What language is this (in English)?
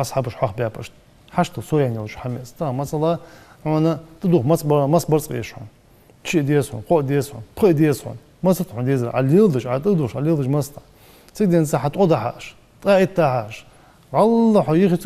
Ingush